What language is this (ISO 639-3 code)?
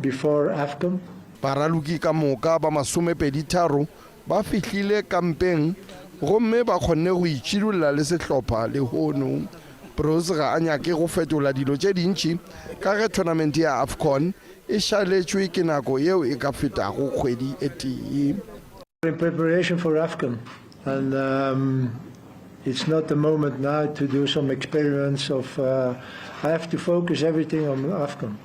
nso